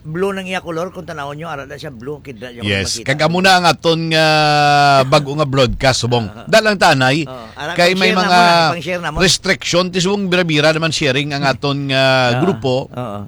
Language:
Hiligaynon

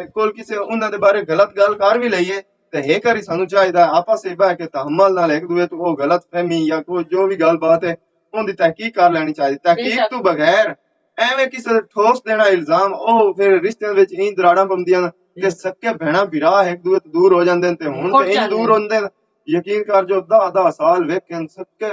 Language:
Western Panjabi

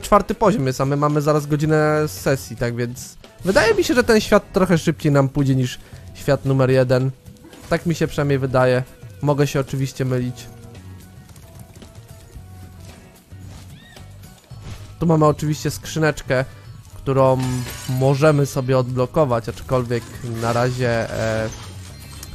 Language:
Polish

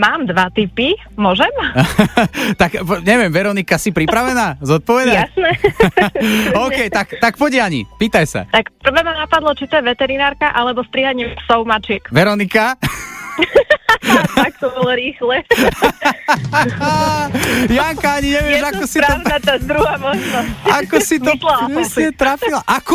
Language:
Slovak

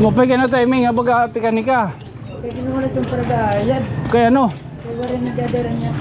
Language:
Waray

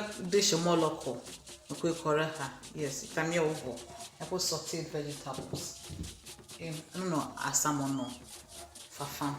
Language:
Ewe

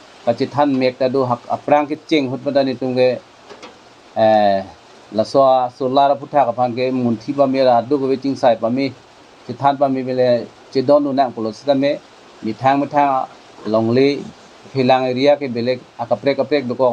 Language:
Karbi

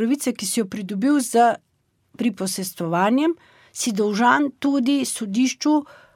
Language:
Slovenian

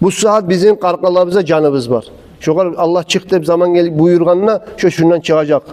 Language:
Kumyk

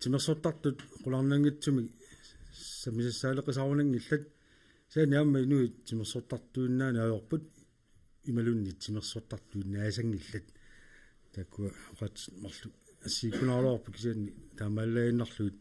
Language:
Kalaallisut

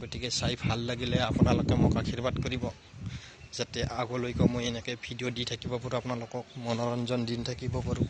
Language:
Assamese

